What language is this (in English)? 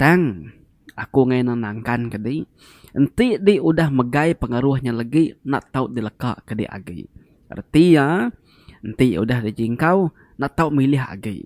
Iban